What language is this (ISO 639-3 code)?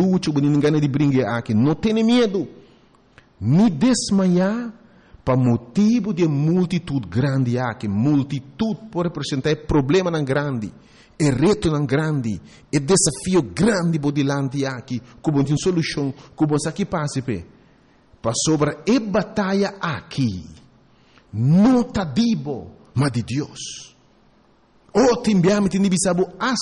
pap